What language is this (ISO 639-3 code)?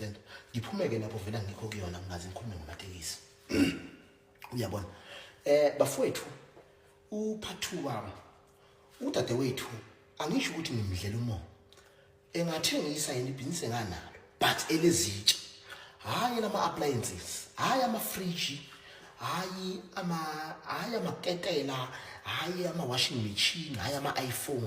zul